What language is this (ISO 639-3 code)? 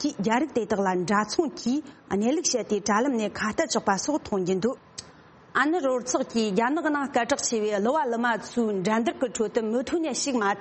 bod